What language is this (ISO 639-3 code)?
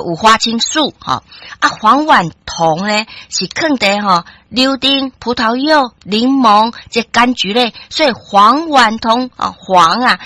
nan